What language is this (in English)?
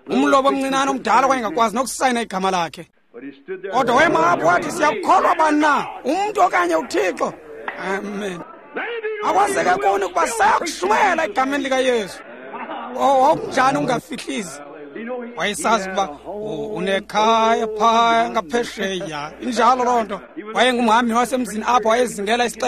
Xhosa